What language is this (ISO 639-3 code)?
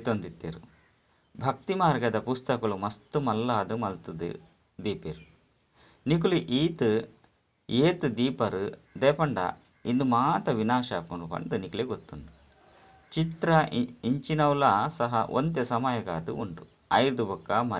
tcy